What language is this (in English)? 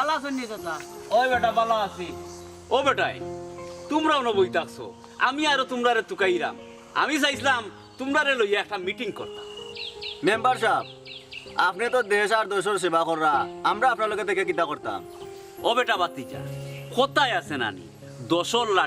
Sylheti